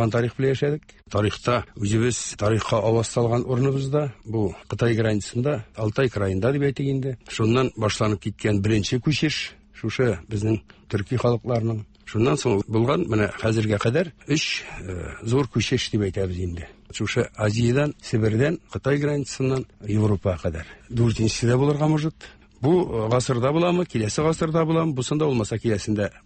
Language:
Tatar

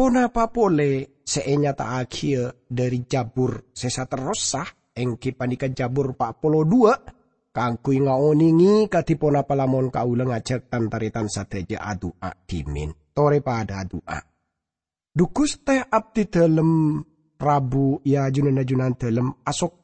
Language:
Madurese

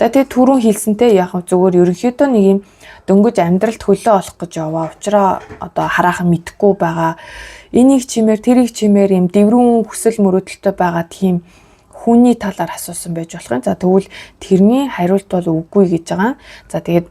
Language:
Mongolian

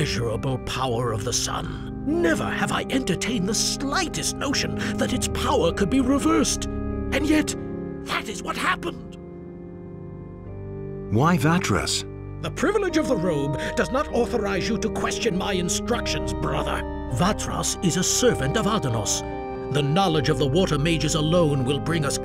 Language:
English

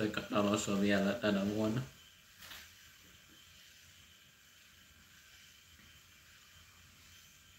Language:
Finnish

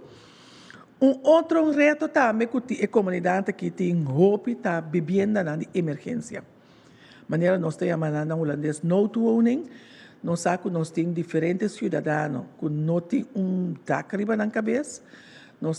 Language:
Papiamento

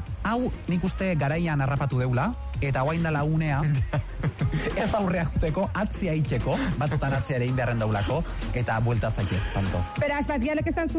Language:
Basque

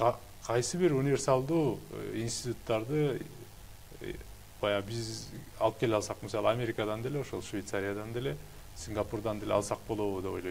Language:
Kyrgyz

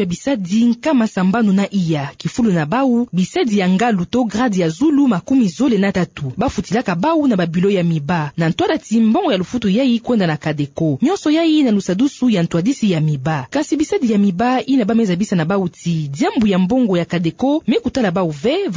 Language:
Kituba (Democratic Republic of Congo)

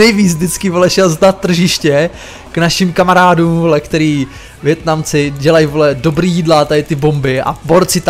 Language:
Czech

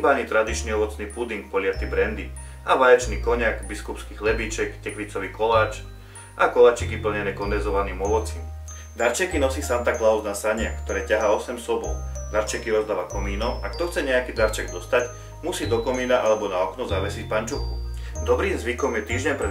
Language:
Slovak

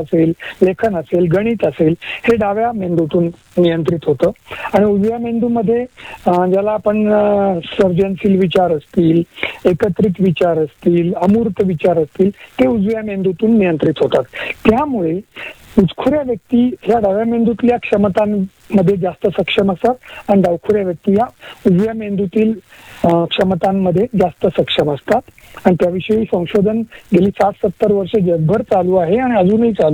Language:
Marathi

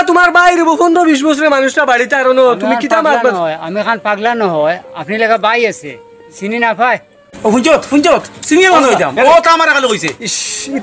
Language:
Sylheti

